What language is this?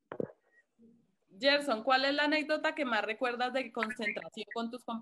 Spanish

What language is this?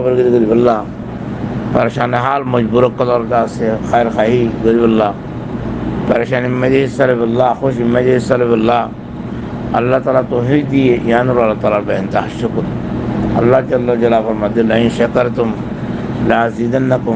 Rohingya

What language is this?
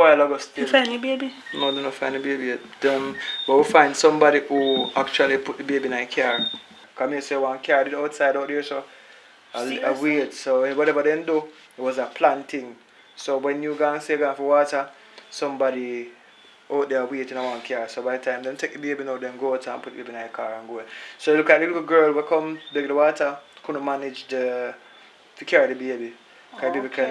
Jamaican Creole English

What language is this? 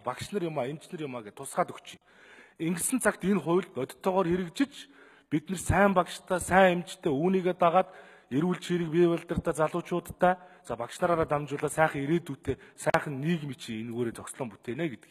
Mongolian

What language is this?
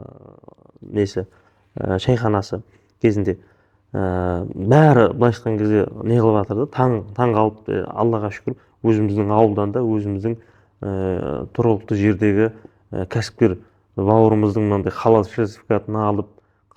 Kazakh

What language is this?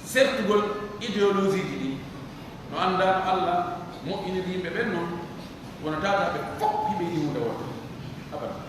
Pular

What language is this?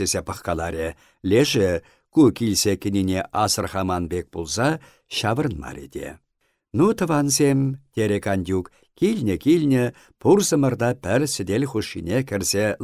Chuvash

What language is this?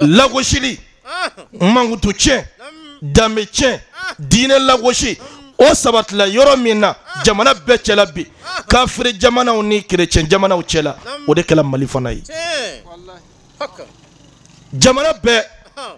Bambara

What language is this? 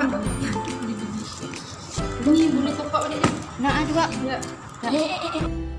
Malay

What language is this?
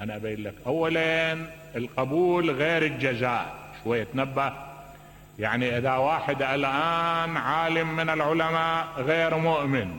Mesopotamian Arabic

